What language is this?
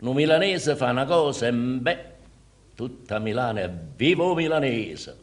Neapolitan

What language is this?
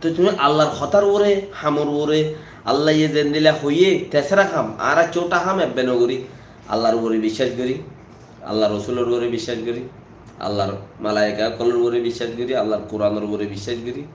Rohingya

